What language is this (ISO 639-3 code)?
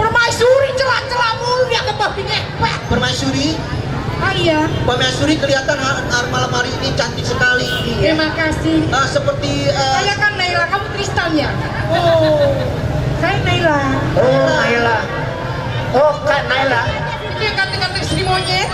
bew